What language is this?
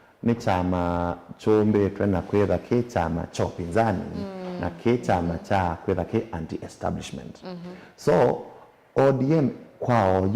Kamba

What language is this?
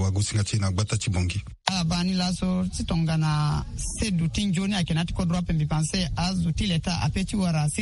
Sango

